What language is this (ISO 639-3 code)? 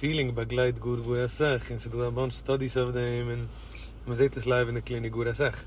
yid